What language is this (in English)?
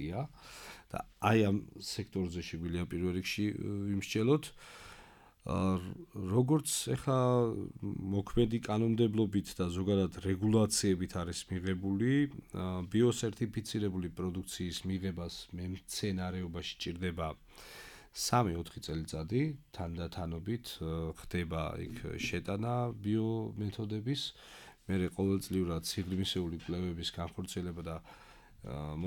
Georgian